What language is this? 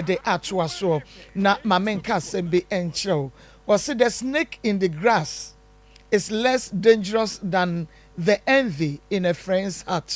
Akan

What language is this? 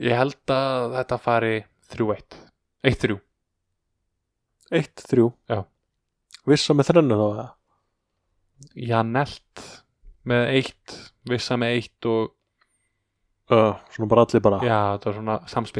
Icelandic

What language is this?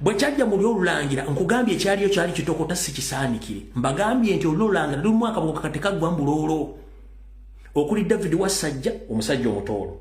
Ganda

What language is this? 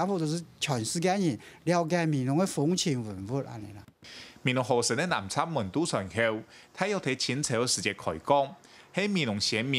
Hakka Chinese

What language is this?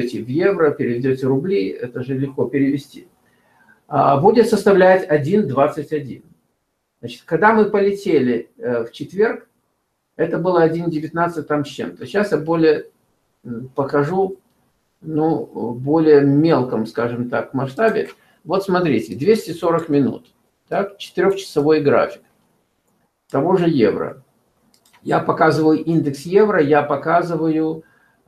Russian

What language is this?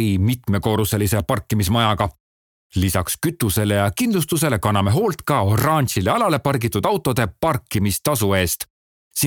Estonian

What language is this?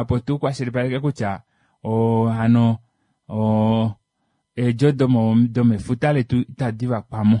Kuanyama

